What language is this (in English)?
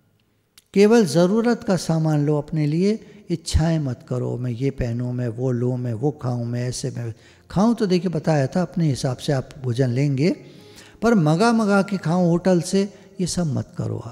Hindi